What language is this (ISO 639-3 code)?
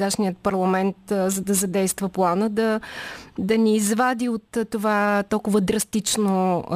bul